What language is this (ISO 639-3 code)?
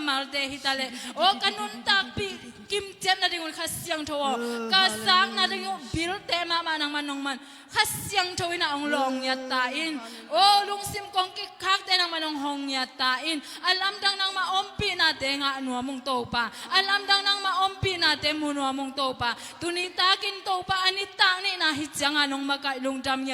ctd